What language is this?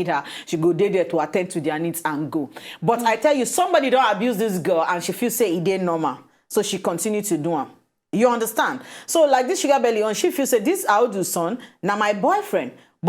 Nigerian Pidgin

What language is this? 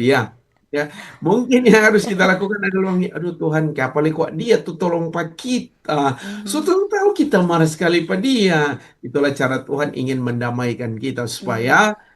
Manado Malay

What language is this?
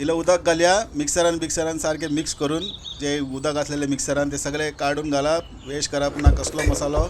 Konkani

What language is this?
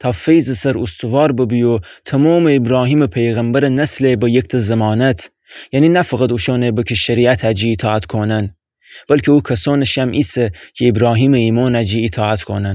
Gilaki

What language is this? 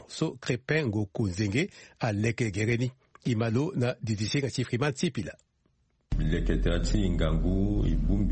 Sango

